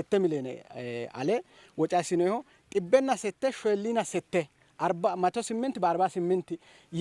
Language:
Sidamo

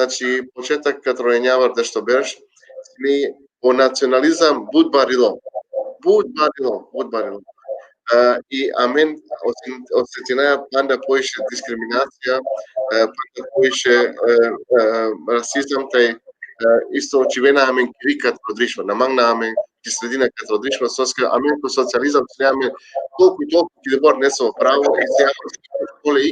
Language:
Balkan Romani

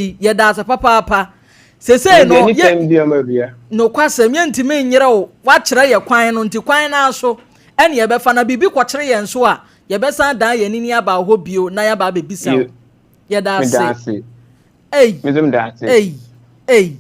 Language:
Akan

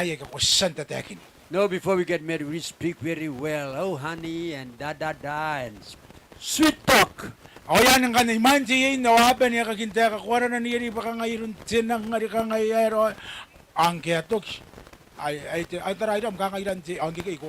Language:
Gilbertese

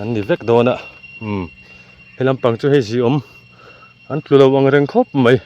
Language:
Mizo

